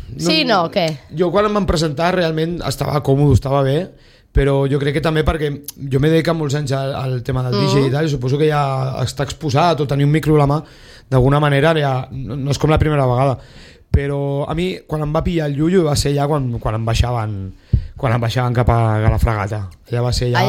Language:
Catalan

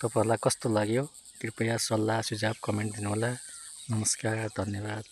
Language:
Nepali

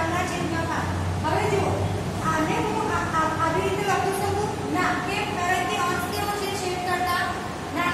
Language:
Gujarati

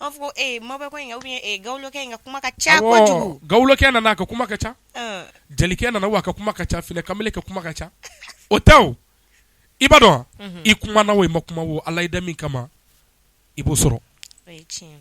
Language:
Bambara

